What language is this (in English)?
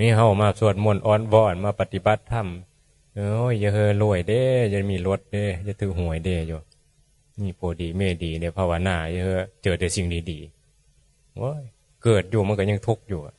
Northeastern Thai